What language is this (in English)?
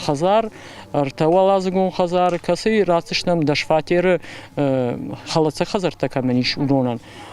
Ossetic